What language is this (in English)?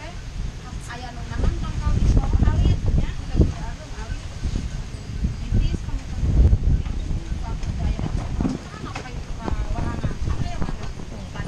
Sundanese